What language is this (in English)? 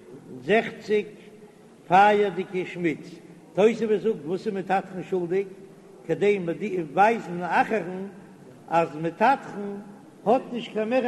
Yiddish